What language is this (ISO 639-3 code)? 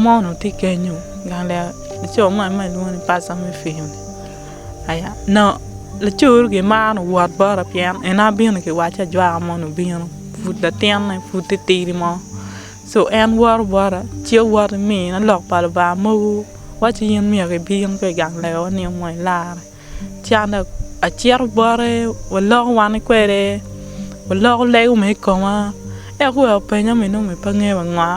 ach